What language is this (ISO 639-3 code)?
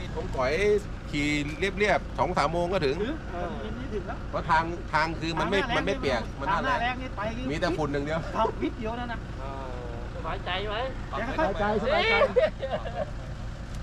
tha